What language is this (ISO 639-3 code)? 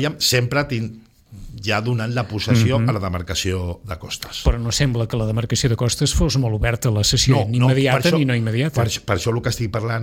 cat